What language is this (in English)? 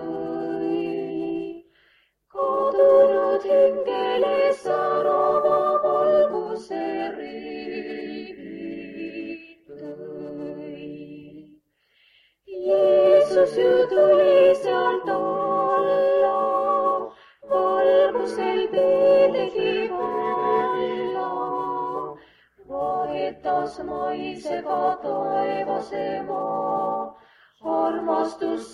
Estonian